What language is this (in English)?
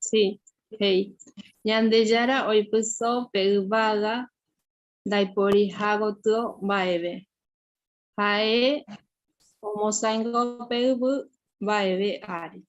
Guarani